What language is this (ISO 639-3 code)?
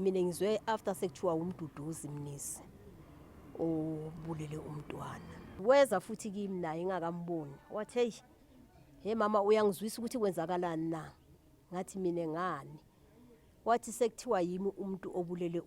zul